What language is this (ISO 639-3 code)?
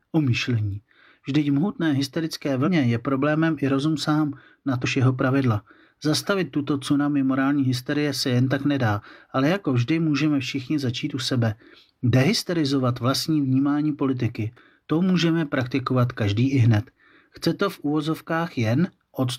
ces